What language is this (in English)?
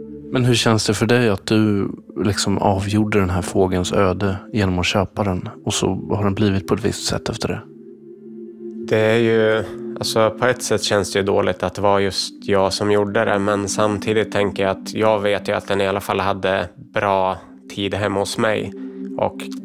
Swedish